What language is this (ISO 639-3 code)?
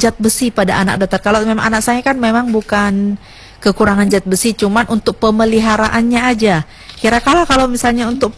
ind